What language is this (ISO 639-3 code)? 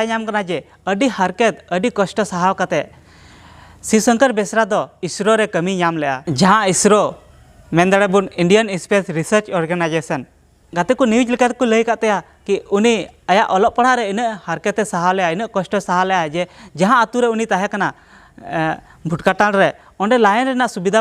sat